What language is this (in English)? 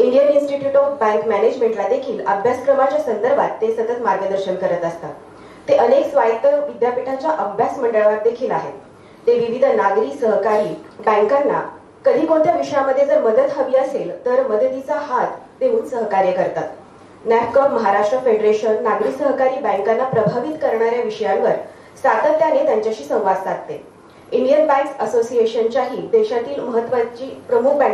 Marathi